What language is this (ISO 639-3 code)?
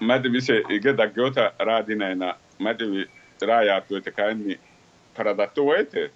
sid